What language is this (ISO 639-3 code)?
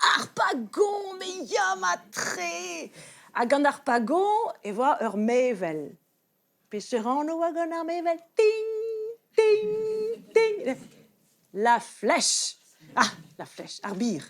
bre